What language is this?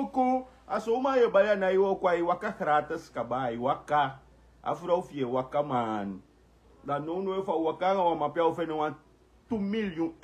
Sranan Tongo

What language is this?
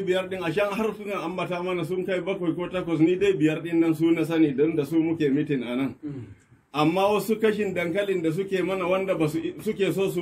Hausa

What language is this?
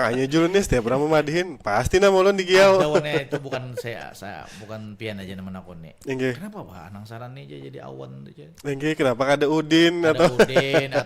Banjar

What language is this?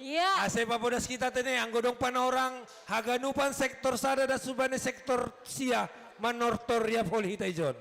Batak Simalungun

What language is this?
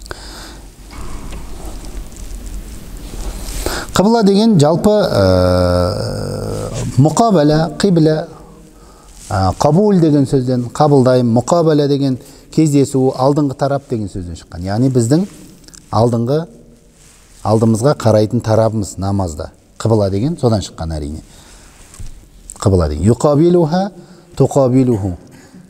Kazakh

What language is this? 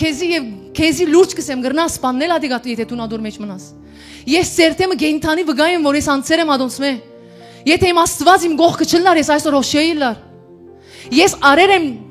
Western Armenian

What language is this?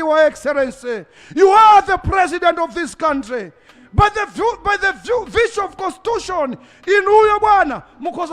Nyanja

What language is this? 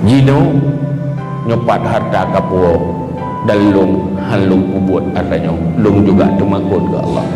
Achinese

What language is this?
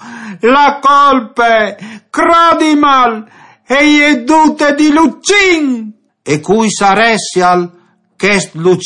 Friulian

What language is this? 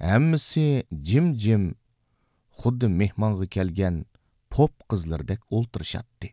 Uyghur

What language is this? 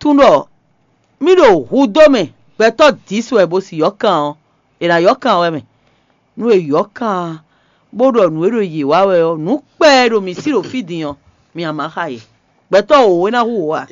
Fon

